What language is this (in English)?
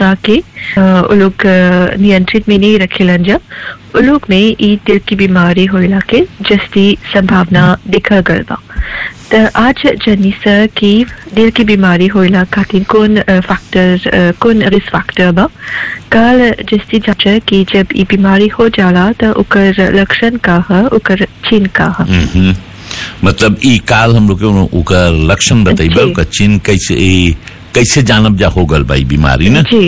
Bhojpuri